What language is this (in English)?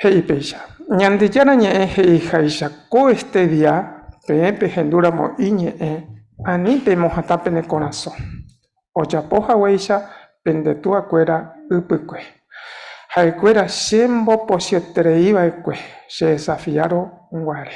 Guarani